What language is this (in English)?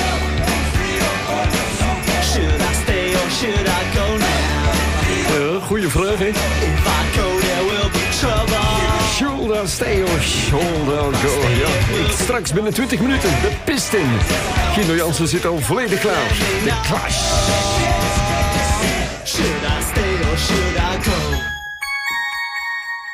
Dutch